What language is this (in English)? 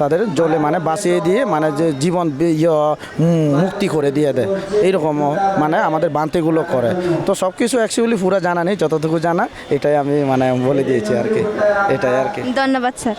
Kok Borok